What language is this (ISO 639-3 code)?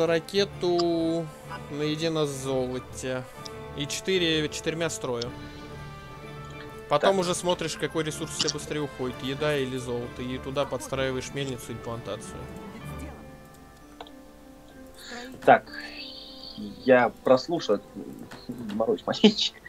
rus